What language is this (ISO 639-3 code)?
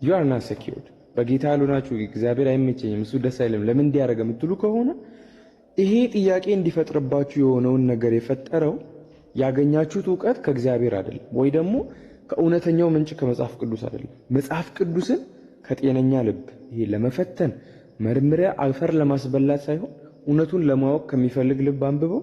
amh